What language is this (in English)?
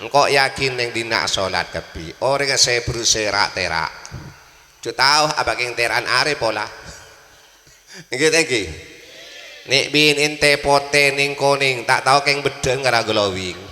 Madurese